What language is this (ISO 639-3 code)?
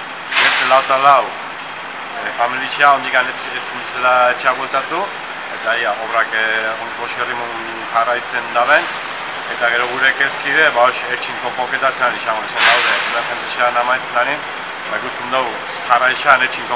eus